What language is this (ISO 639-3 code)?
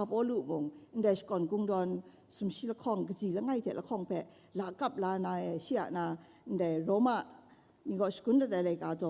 kac